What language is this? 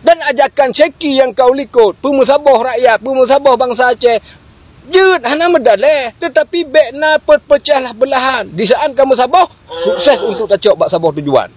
Achinese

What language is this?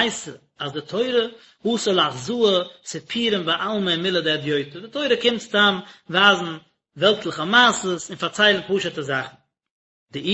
Yiddish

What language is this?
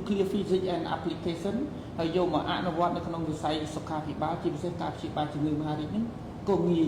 Khmer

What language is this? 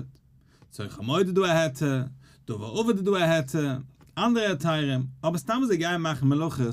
Yiddish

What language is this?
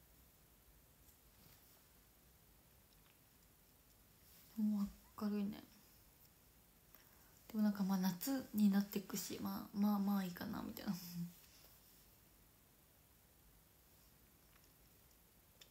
Japanese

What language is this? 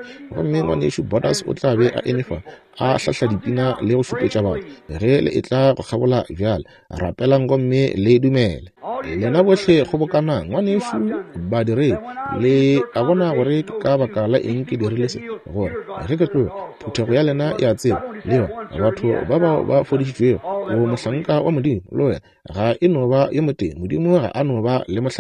Northern Sotho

